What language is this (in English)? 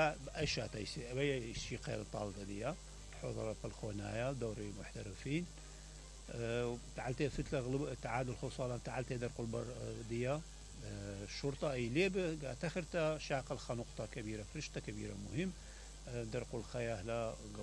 Mesopotamian Arabic